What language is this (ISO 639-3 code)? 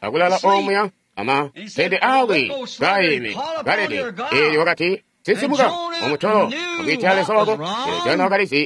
toi